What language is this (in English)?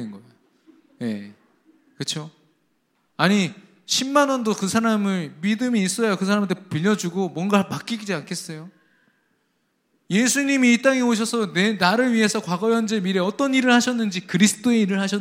Korean